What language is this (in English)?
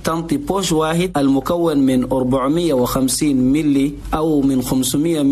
Chadian Arabic